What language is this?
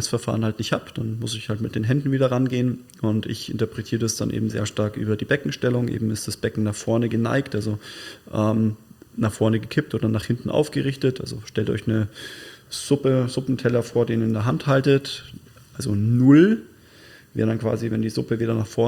German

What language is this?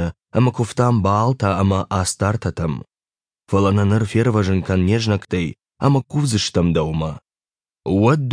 Ossetic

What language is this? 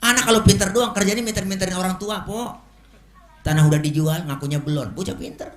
Betawi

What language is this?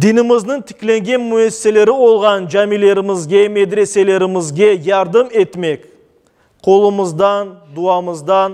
Crimean Tatar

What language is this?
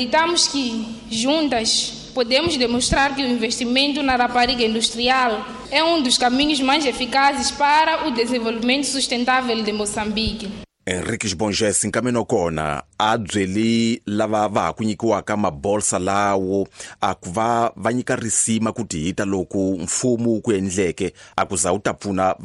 Tsonga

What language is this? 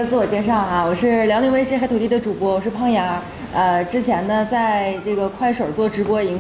Chinese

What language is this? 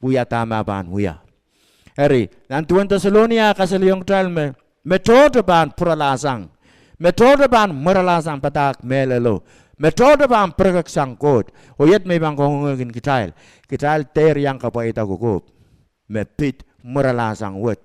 Pohnpeian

